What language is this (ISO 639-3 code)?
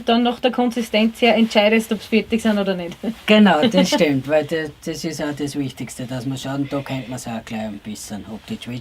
bar